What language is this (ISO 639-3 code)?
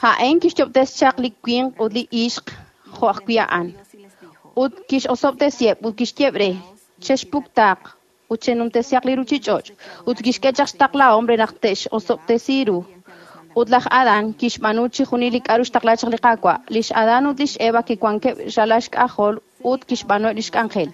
kek